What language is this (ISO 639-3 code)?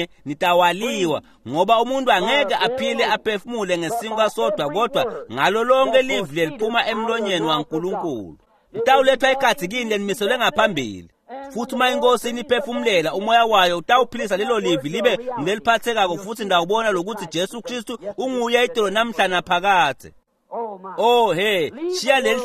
ssw